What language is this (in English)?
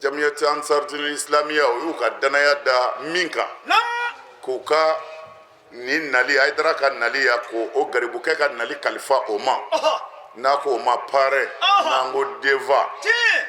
Bambara